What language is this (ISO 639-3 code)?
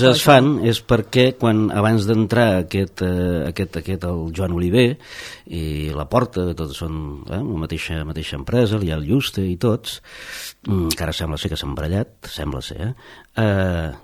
cat